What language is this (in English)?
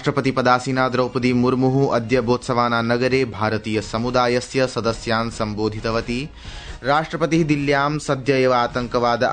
Sanskrit